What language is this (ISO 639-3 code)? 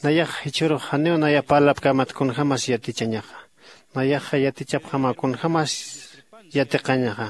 aym